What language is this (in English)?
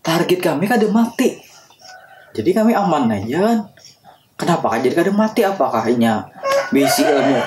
Banjar